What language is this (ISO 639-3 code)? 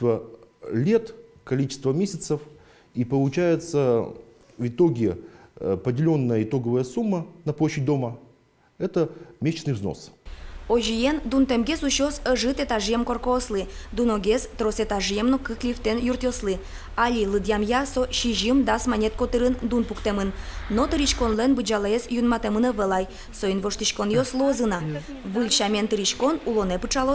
udm